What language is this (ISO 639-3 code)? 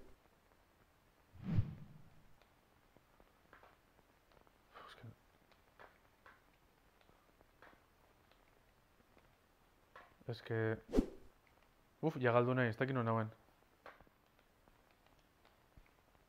eus